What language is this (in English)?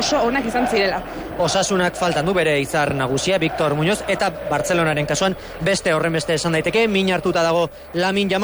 Basque